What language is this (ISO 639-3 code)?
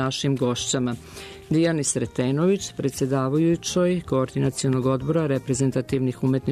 srp